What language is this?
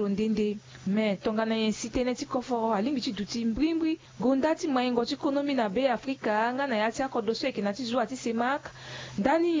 Sango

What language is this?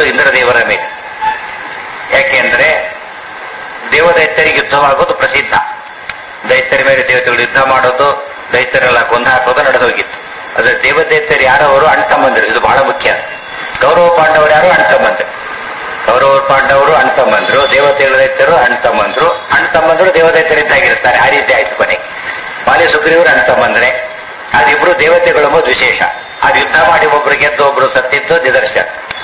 Kannada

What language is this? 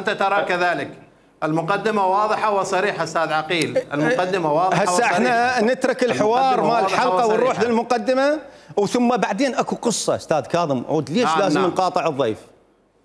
Mesopotamian Arabic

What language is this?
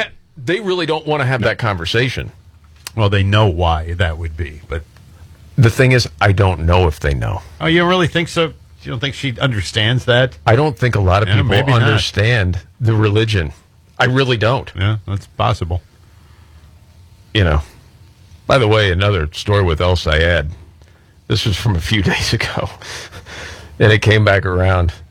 English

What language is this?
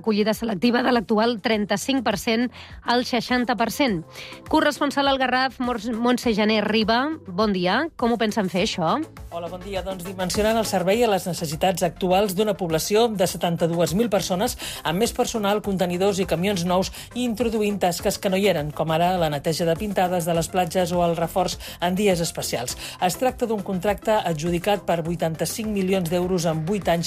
Catalan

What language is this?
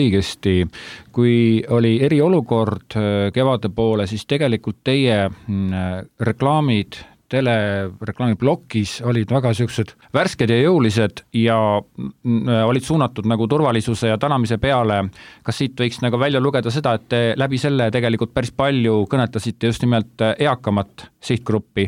Estonian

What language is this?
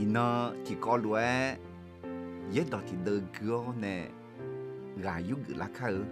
Akha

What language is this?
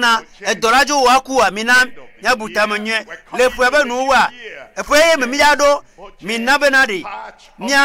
Ewe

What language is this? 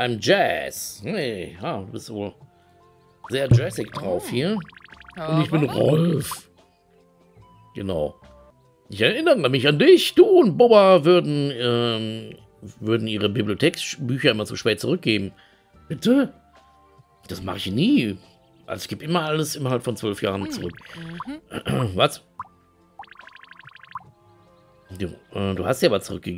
German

